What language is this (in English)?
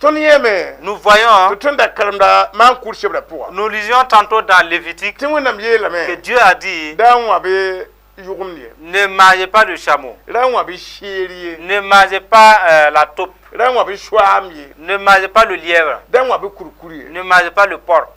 Mossi